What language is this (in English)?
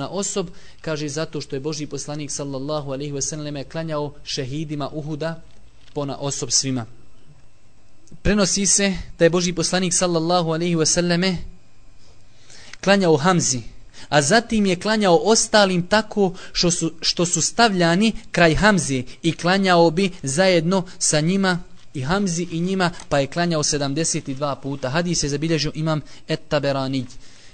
Bosnian